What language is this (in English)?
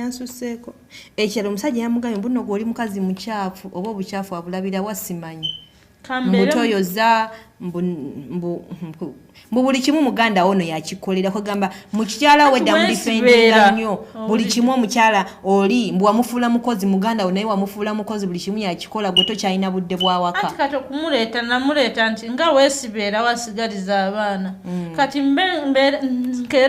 Ganda